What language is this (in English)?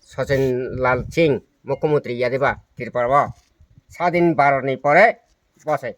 Kok Borok